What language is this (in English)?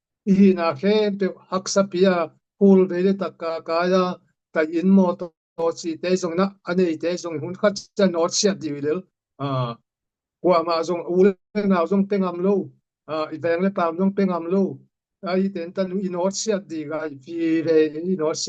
Tedim Chin